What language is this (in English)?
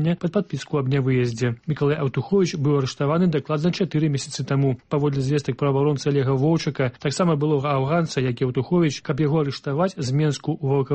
Belarusian